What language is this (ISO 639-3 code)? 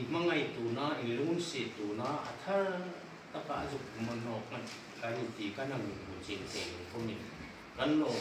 hmr